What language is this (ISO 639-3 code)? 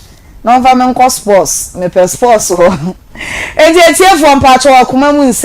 aka